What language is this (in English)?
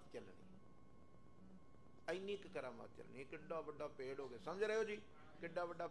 Punjabi